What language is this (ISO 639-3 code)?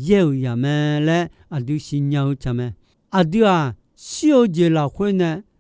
ahk